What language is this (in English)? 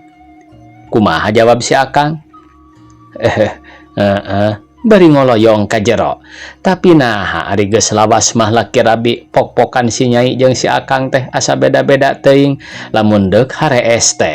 Sundanese